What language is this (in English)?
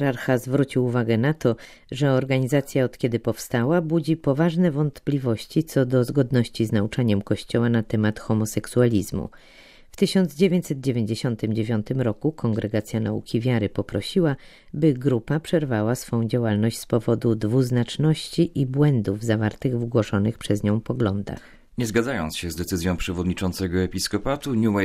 Polish